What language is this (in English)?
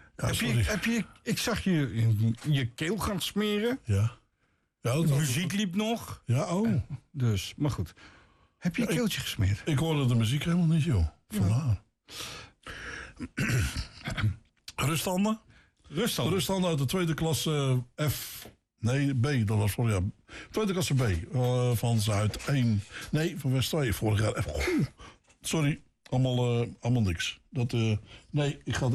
Dutch